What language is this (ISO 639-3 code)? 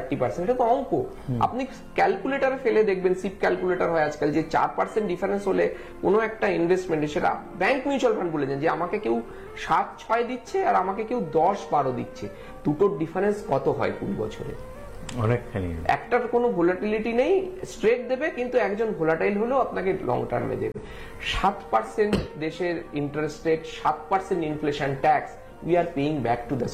ben